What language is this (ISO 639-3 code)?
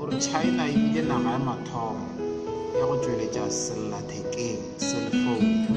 nso